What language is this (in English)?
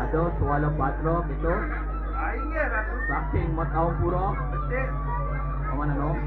Balinese